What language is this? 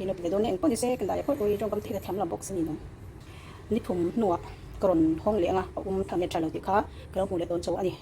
Mizo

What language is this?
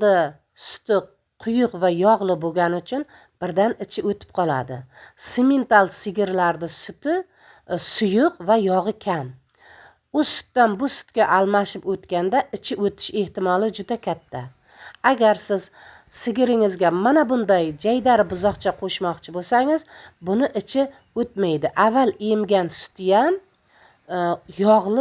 Uzbek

